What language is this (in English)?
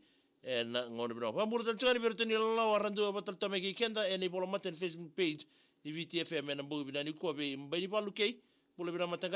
Fijian